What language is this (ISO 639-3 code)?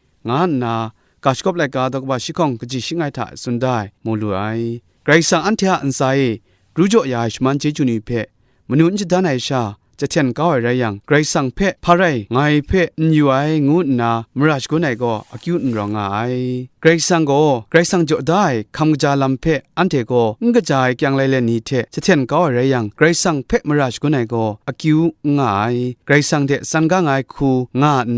kac